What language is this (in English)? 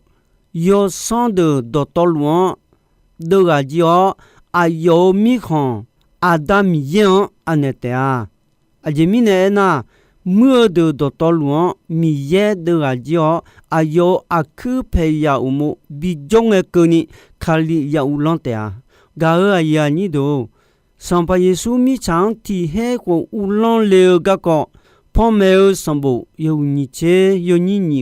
Akha